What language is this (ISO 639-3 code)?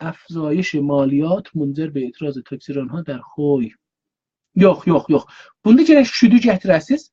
azb